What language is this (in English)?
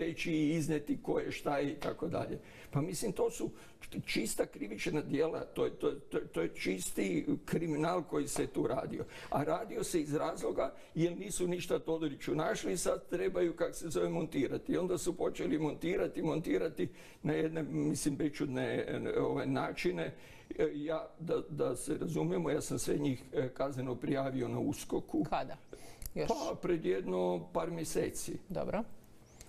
Croatian